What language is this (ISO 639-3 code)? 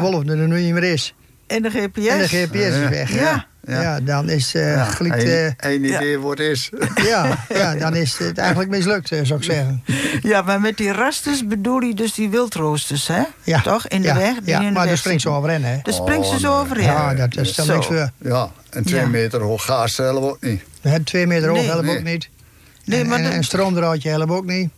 nld